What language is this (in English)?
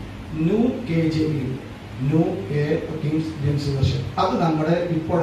Malayalam